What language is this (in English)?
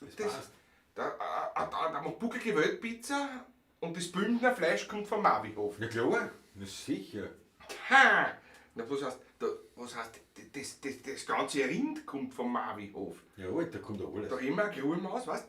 Bavarian